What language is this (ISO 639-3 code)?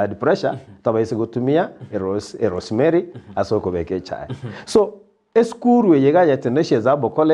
guz